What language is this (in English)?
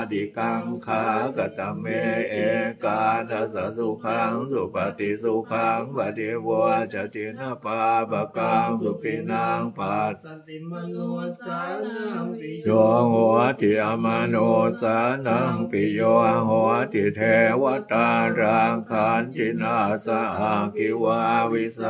Pali